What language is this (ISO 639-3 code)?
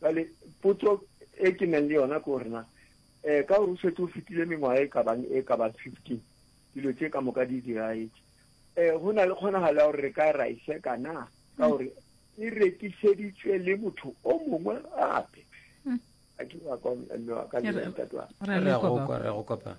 nso